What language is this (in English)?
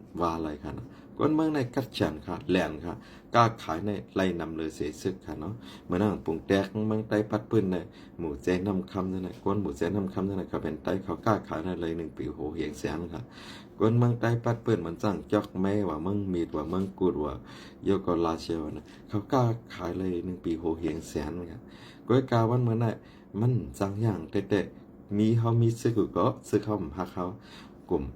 Shan